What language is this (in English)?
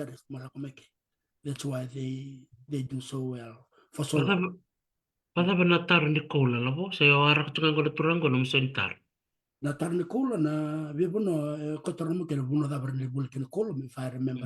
Fijian